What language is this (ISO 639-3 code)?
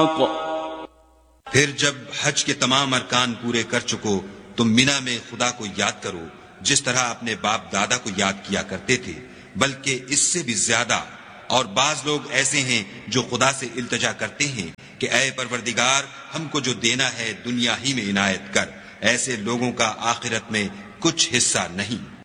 urd